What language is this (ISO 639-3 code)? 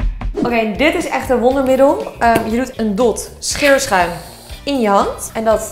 nld